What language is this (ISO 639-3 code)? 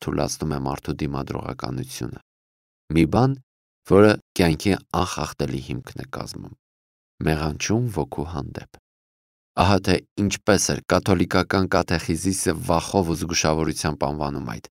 hye